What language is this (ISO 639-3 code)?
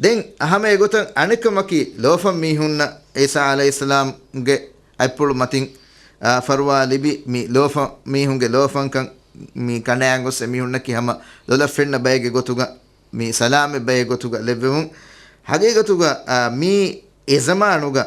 div